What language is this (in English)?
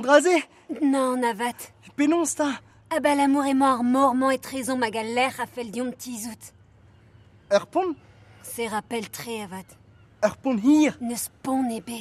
Breton